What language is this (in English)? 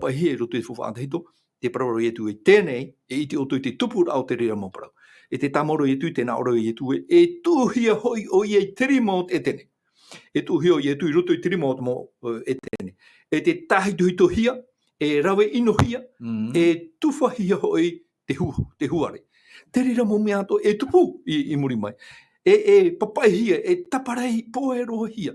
Tahitian